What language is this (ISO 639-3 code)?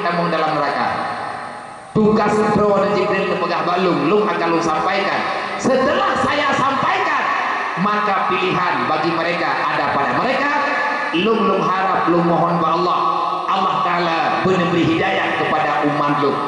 ace